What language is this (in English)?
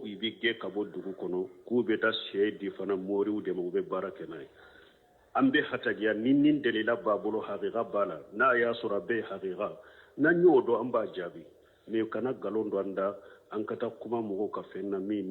Bambara